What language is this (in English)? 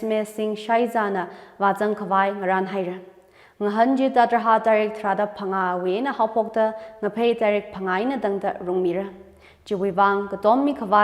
Tangkhul Naga (India)